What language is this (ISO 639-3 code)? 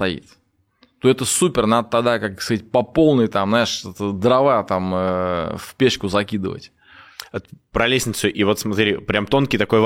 rus